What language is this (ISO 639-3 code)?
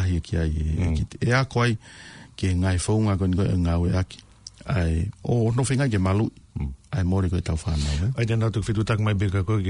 ton